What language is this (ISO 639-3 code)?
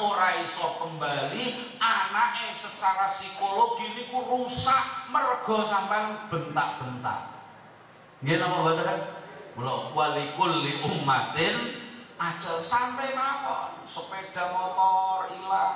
jav